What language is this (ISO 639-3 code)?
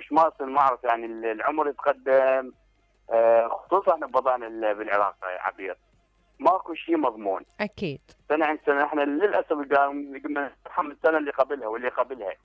acm